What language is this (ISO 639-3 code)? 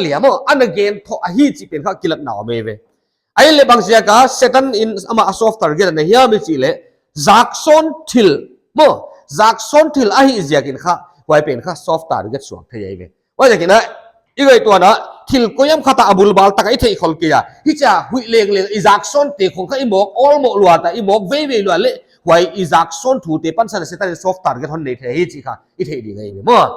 pck